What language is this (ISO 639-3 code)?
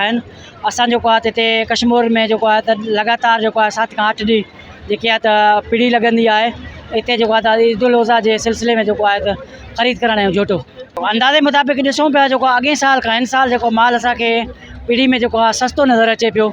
snd